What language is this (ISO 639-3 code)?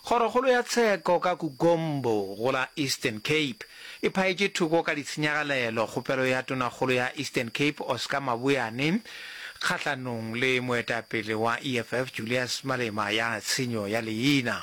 nso